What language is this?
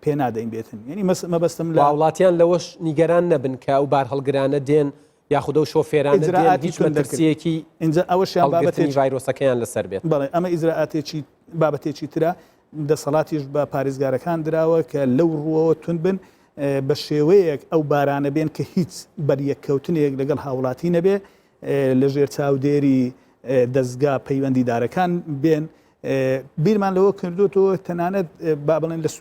Central Kurdish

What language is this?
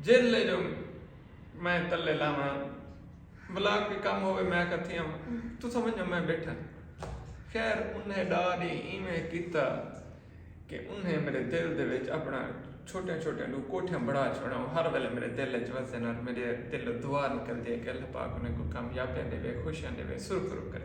Saraiki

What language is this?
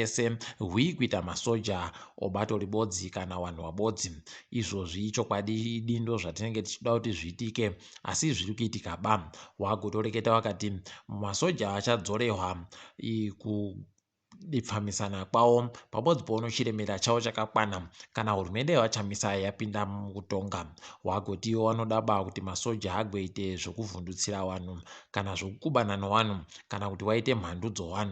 Ndau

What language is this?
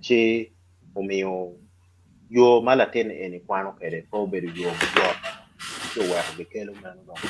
Acoli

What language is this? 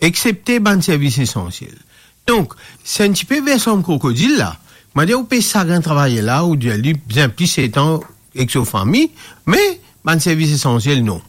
Morisyen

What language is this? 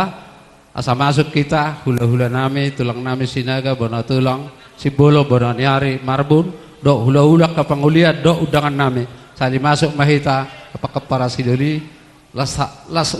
Batak Toba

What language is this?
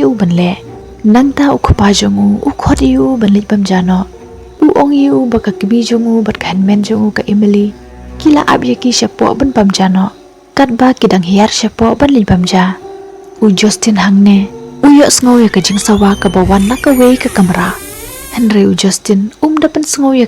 Khasi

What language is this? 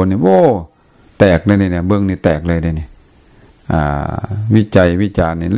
Lao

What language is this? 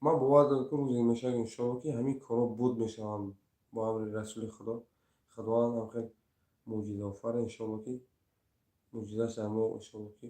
Tajik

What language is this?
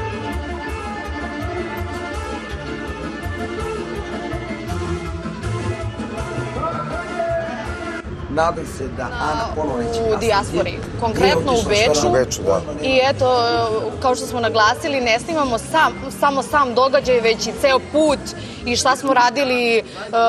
Serbian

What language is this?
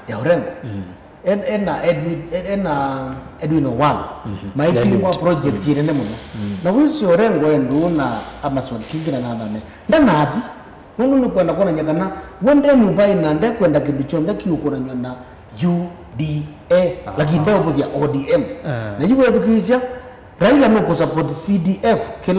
Kamba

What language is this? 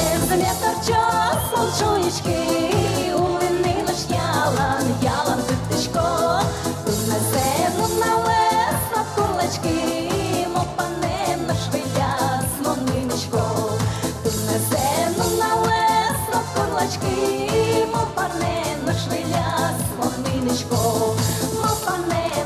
Udmurt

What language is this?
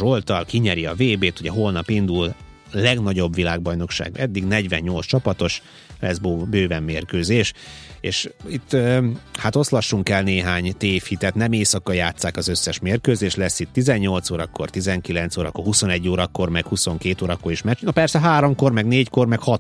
Hungarian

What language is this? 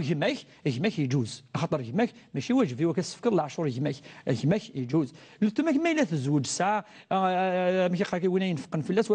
Kabyle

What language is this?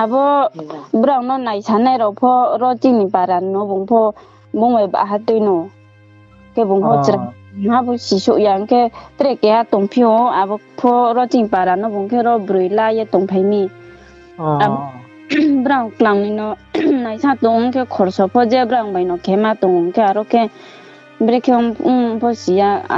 Riang (India)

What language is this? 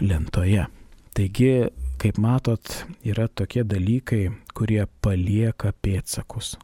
Lithuanian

